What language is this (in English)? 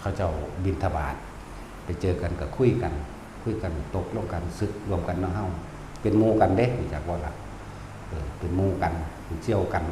Northeastern Thai